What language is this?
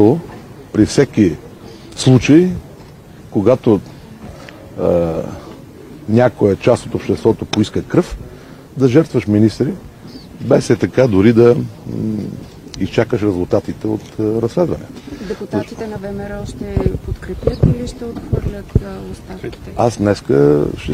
Bulgarian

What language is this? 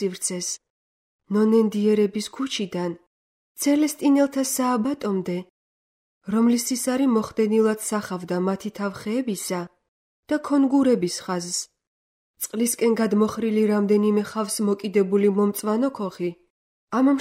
Georgian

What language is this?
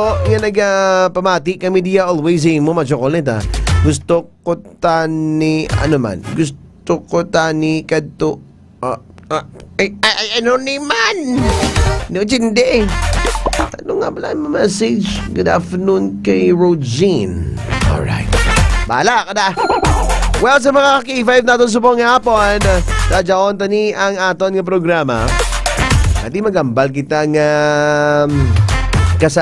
Hiligaynon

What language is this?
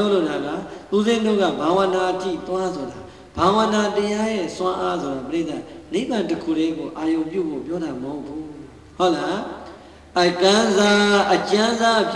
Burmese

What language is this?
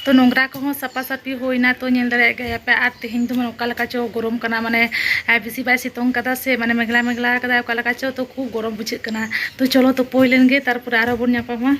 Santali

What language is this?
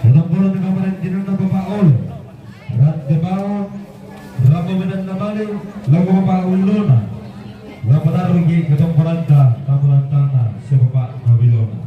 Toraja-Sa'dan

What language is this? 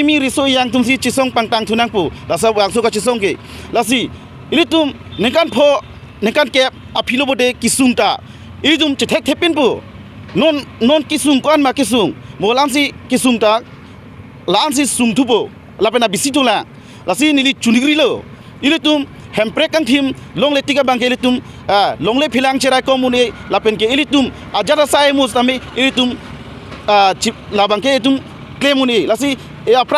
Karbi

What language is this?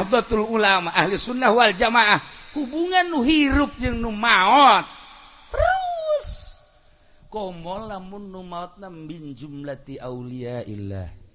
Sundanese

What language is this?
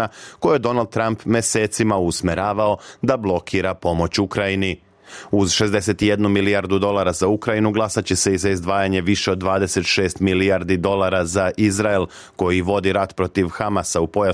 Bosnian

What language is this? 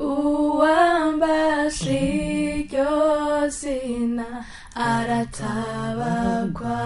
Rundi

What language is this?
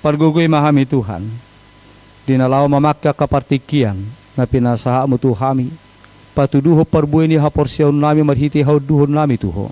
Batak Toba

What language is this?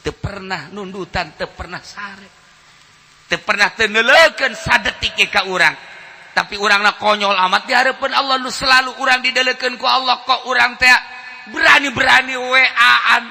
Sundanese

